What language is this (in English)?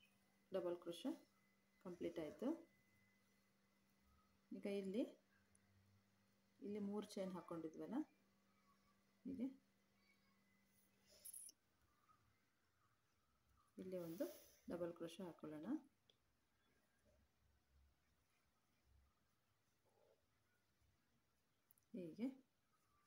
Kannada